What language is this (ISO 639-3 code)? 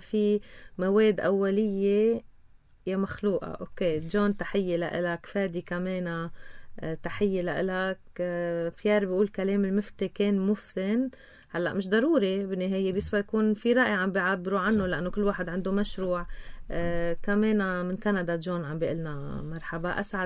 apc